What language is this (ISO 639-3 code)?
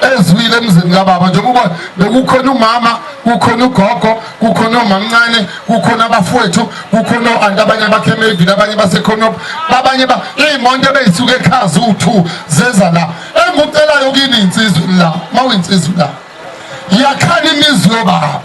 zul